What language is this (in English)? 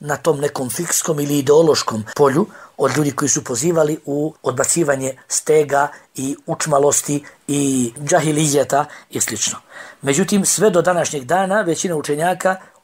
Bosnian